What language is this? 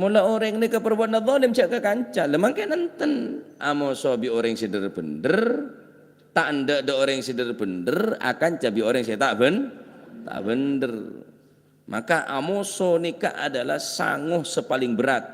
Madurese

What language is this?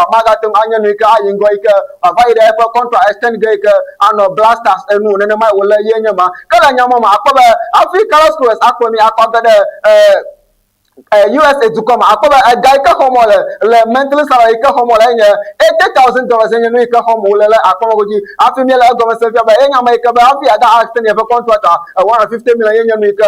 Ewe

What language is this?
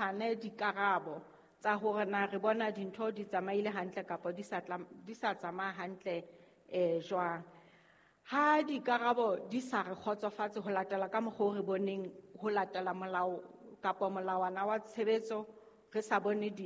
Southern Sotho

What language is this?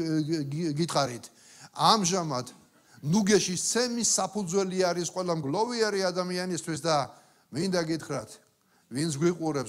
Georgian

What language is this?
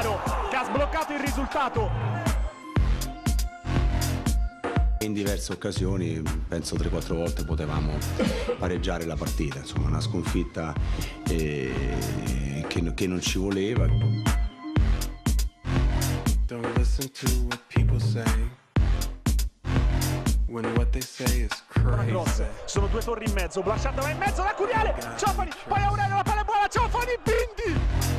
Italian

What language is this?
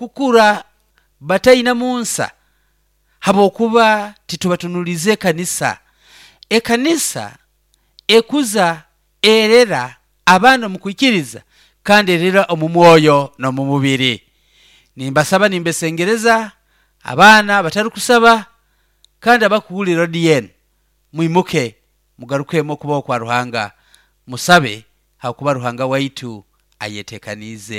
Nyoro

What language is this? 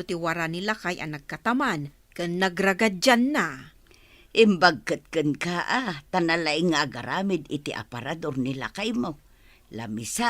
Iloko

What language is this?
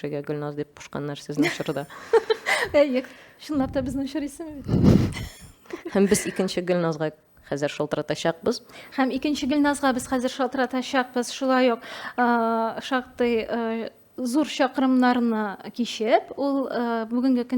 Tatar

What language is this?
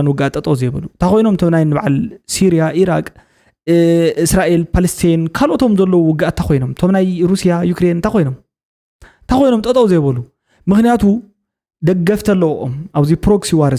Tigrinya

